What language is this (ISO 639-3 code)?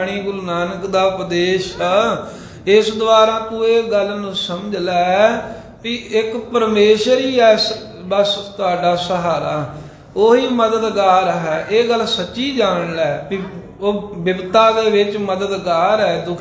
pan